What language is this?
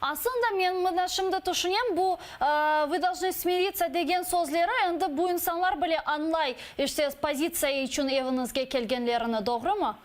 Crimean Tatar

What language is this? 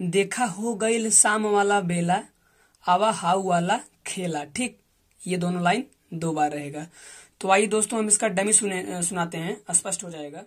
Bhojpuri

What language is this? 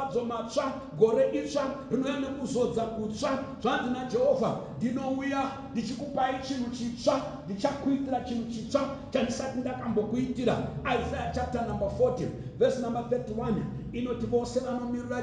Shona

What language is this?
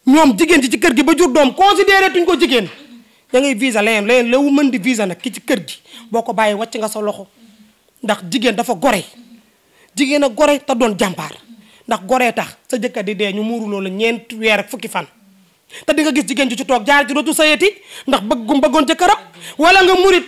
Wolof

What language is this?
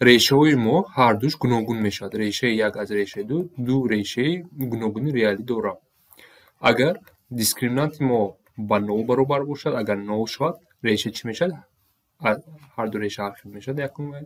Tajik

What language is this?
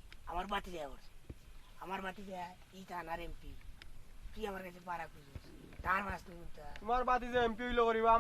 Sylheti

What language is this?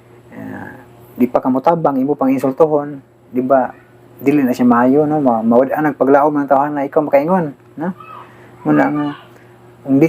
Cebuano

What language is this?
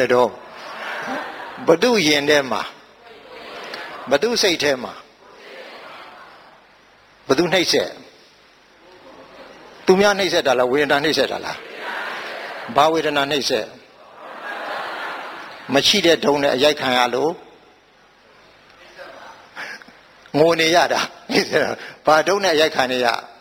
Burmese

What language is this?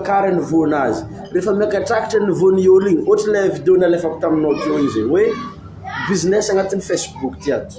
Malagasy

